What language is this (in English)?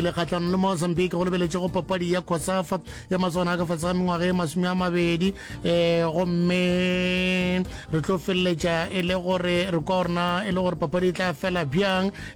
Northern Sotho